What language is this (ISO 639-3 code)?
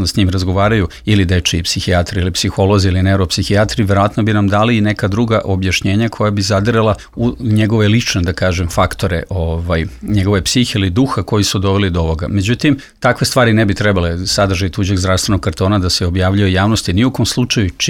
srp